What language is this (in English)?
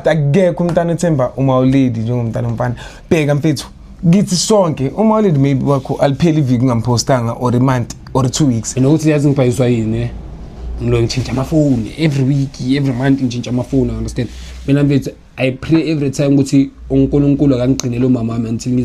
Zulu